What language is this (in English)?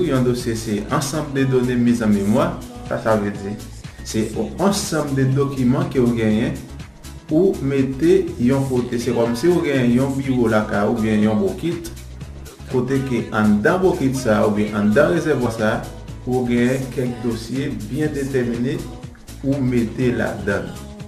Haitian Creole